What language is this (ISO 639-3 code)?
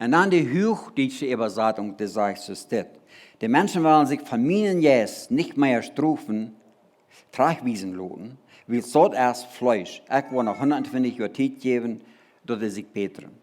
pdt